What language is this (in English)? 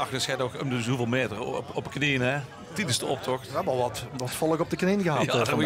Limburgish